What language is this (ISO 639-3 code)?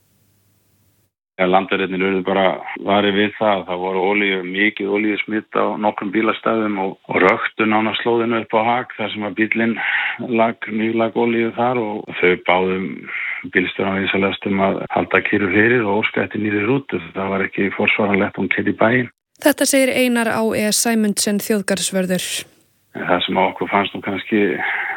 isl